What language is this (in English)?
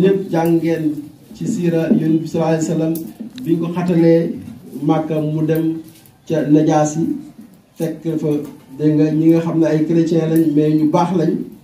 Wolof